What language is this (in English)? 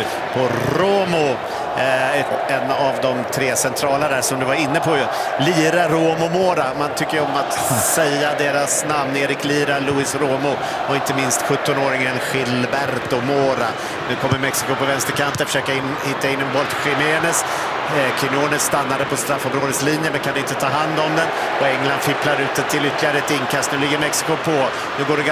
Swedish